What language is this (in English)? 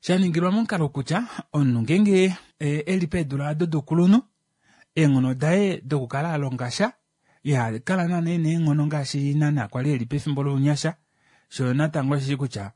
Kuanyama